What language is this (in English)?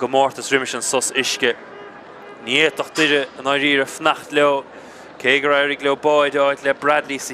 Irish